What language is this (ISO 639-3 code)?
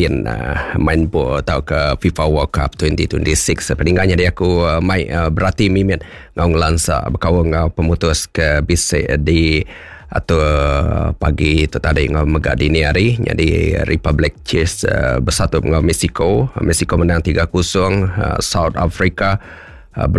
iba